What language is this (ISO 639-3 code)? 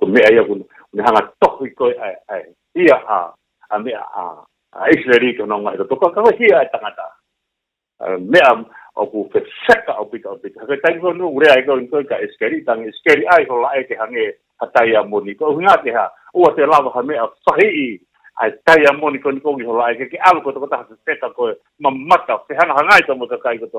ton